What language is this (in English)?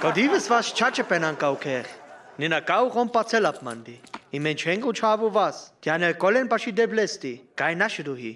Sinte Romani